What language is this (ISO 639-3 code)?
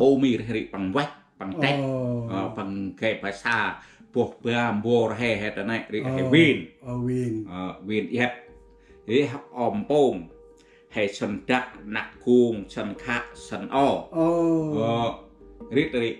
cmo